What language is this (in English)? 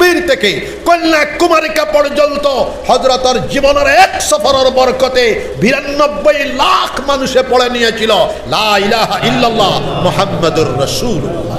Sylheti